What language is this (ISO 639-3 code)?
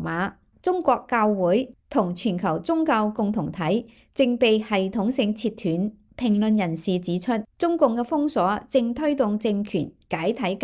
yue